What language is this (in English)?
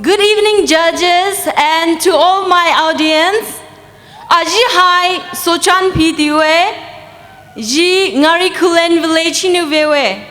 Poumei Naga